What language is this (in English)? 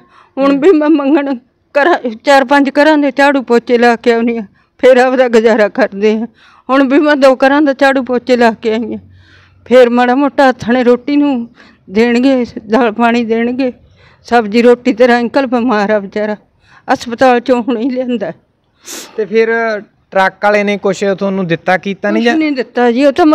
Punjabi